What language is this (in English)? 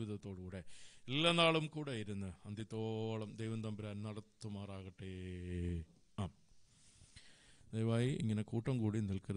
Malayalam